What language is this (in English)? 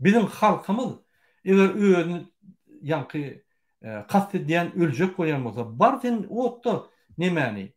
Turkmen